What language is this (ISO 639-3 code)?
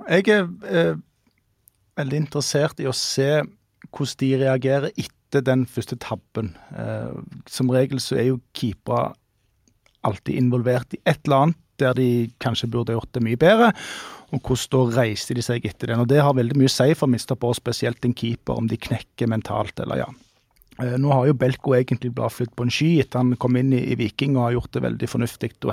nor